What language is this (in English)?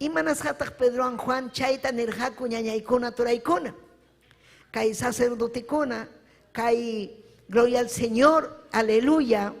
Ayacucho Quechua